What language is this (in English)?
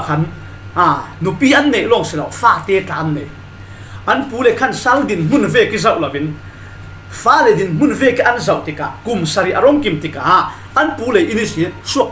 Falam Chin